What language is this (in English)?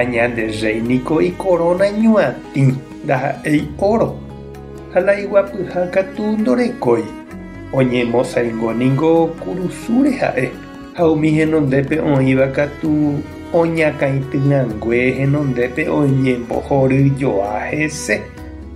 Guarani